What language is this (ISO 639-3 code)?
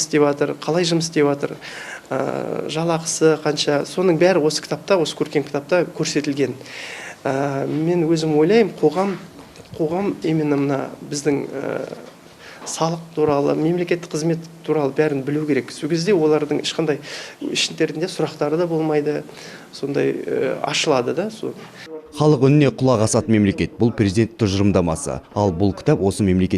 kaz